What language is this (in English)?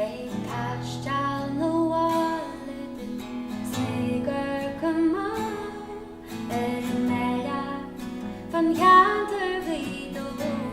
Irish